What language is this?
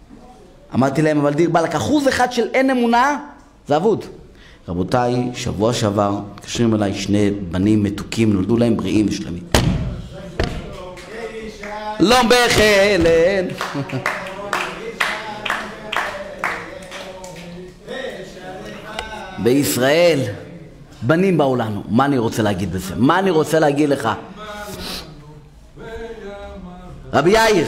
Hebrew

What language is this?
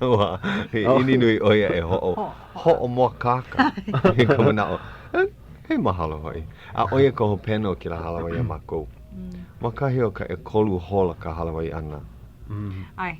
Hawaiian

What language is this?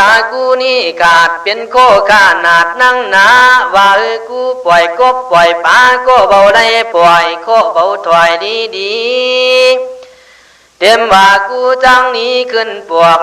Khün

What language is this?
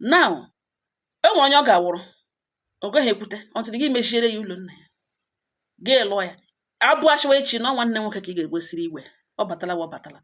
Igbo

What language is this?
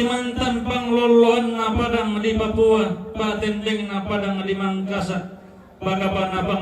Toraja-Sa'dan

